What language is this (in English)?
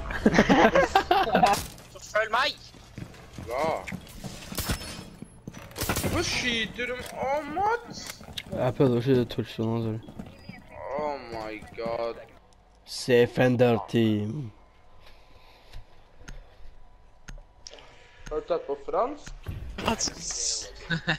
Norwegian